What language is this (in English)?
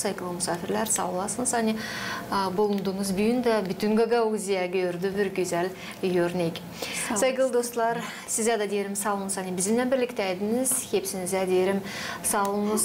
Gagauz